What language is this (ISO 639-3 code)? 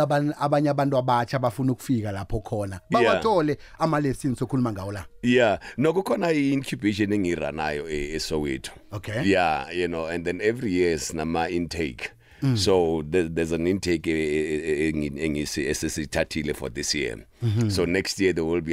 nbl